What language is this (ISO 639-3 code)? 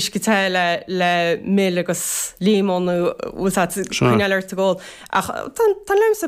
gle